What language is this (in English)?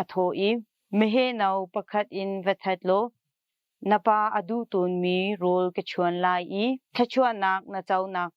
Hakha Chin